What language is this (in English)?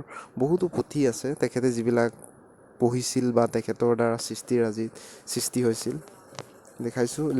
Assamese